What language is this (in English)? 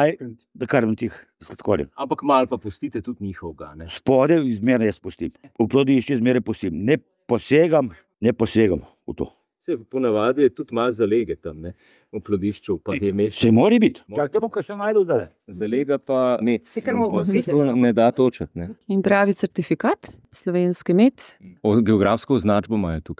Slovenian